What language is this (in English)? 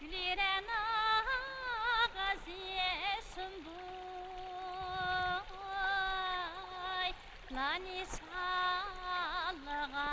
Uyghur